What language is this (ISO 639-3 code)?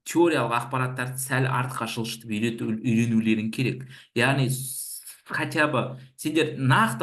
kaz